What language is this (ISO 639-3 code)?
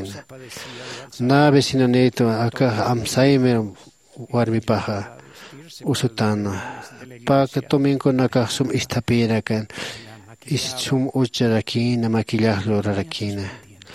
aym